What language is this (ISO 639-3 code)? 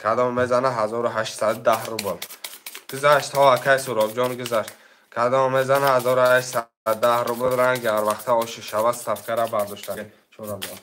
tgk